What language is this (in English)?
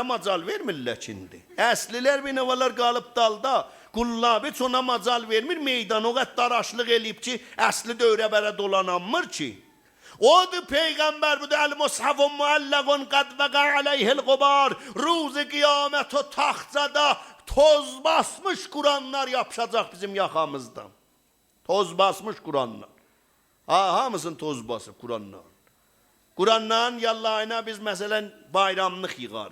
South Azerbaijani